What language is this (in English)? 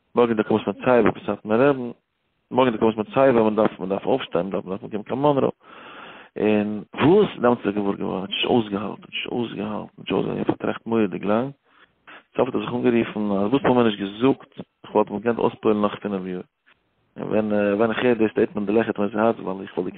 Yiddish